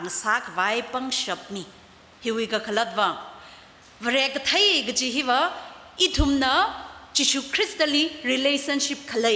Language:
Tangkhul Naga (India)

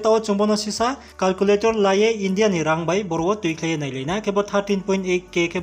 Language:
Riang (India)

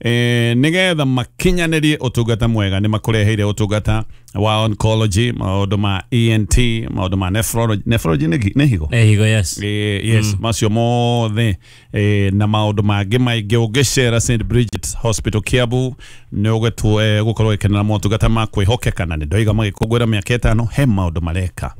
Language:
Kikuyu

